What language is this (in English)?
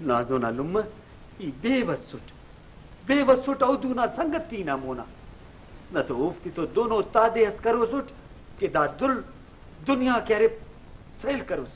Brahui